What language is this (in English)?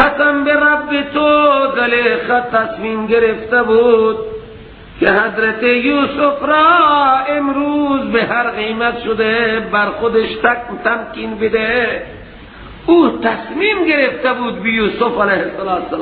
Persian